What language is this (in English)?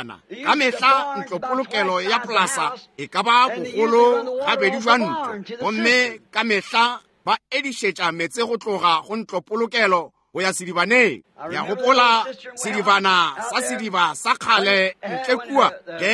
Northern Sotho